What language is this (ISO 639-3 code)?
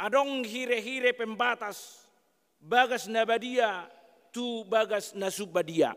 bbc